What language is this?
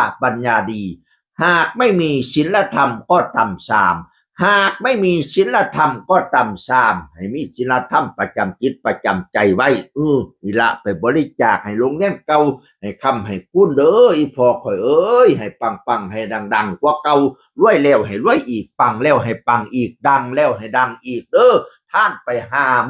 Northeastern Thai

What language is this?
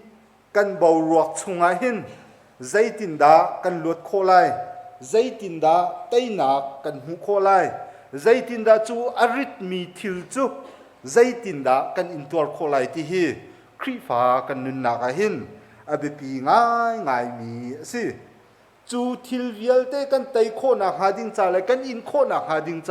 Hakha Chin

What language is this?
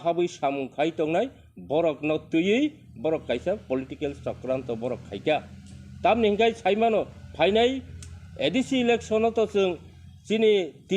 Kok Borok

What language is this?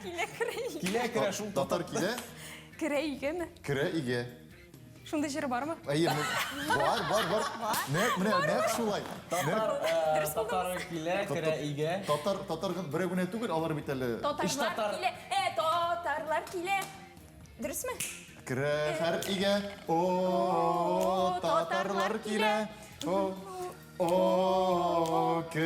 Tatar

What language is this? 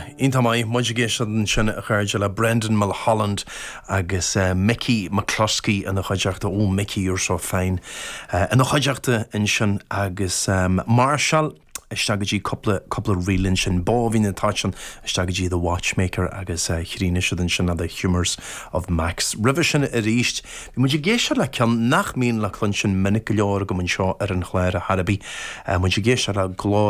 Irish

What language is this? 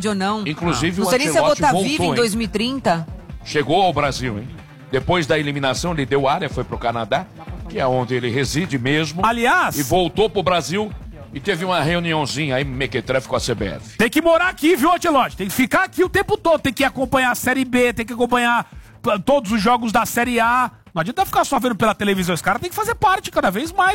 Portuguese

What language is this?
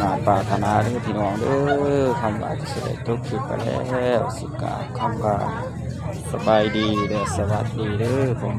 Northeastern Thai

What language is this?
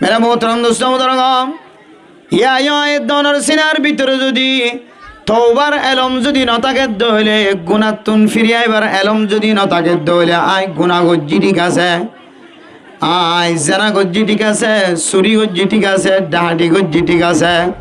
Rohingya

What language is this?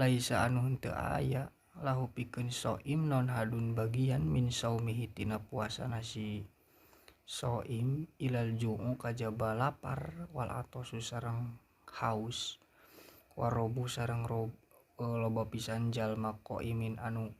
Sundanese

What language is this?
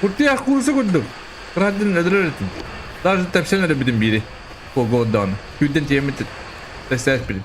Yakut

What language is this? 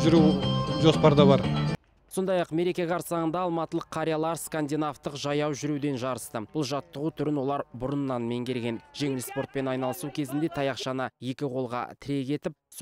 Kazakh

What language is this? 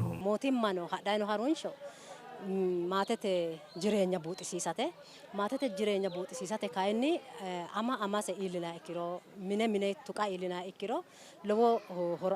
Sidamo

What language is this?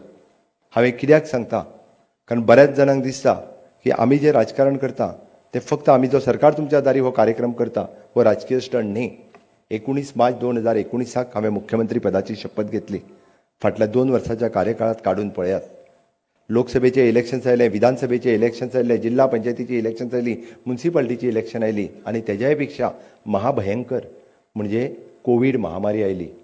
Konkani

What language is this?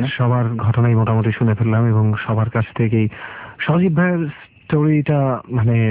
Bangla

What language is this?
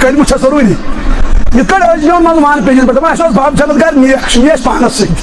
Kashmiri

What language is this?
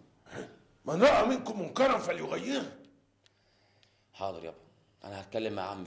Egyptian Arabic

